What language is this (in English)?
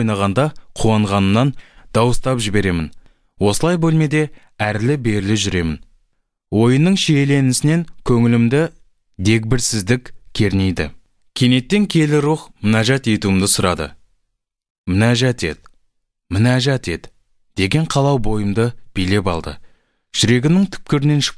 Kazakh